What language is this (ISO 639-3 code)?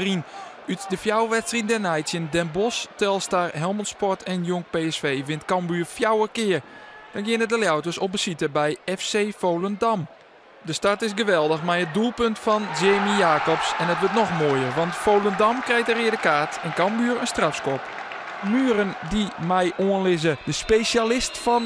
fry